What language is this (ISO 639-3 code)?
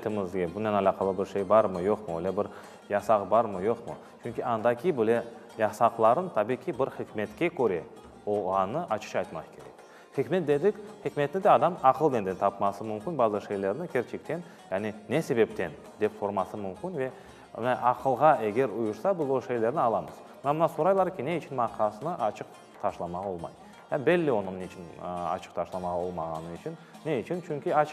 crh